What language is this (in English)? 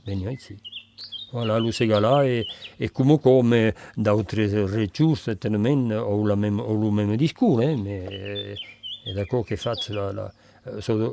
Occitan